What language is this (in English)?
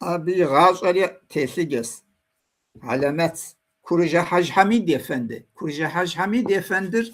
Kabardian